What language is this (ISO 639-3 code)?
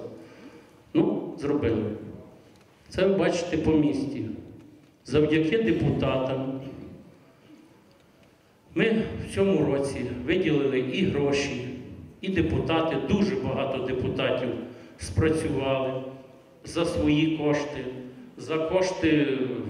ukr